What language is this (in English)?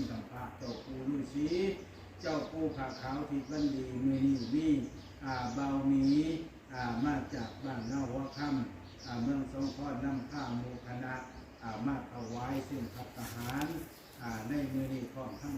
Northeastern Thai